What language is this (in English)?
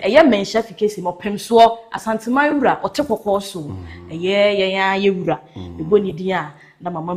Akan